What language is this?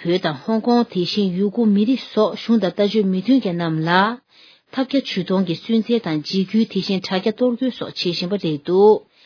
Tibetan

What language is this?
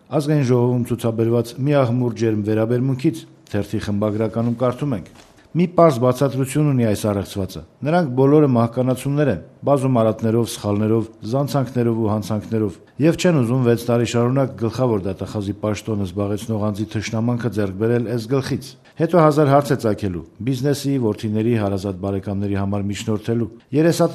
Armenian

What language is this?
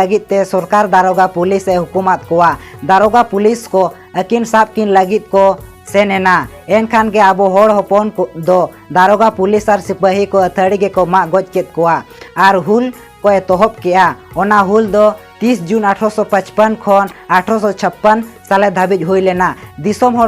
Santali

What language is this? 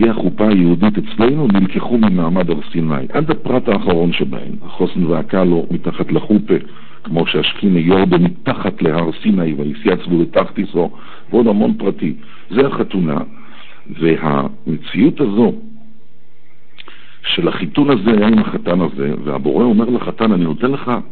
Hebrew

